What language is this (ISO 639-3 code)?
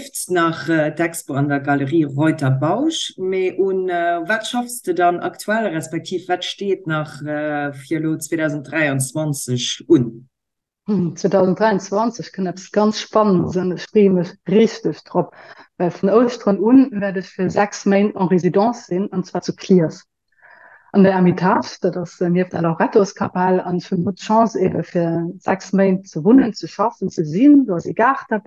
ltz